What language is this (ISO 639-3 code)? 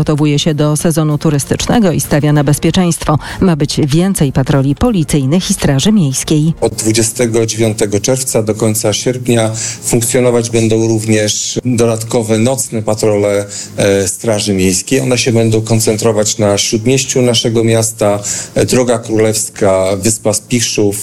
pol